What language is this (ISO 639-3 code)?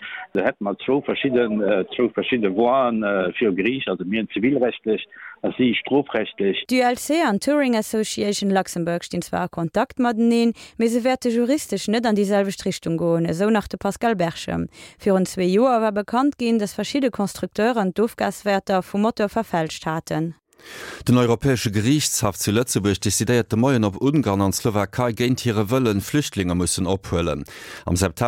ltz